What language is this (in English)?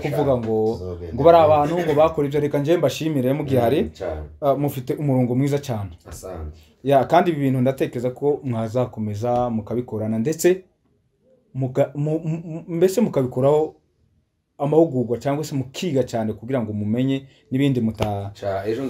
Kinyarwanda